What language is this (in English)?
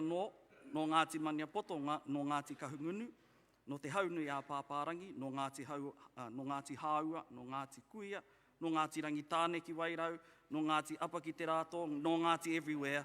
Māori